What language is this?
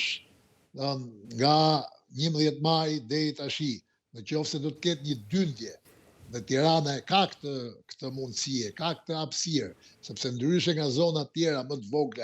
Albanian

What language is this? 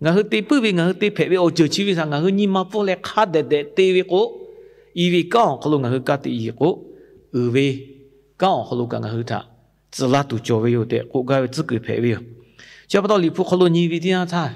Lahu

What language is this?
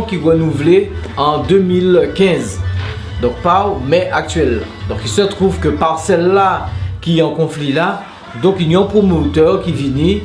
Guadeloupean Creole French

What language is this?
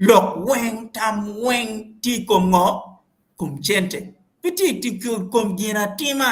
Acoli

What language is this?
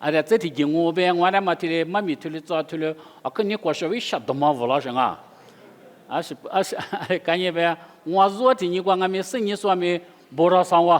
Lisu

